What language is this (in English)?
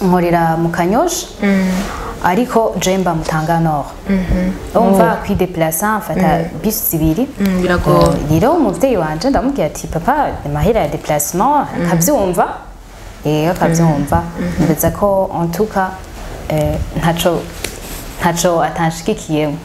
Rundi